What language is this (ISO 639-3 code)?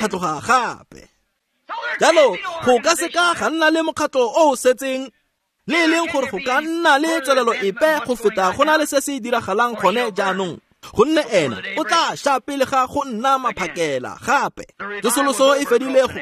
tsn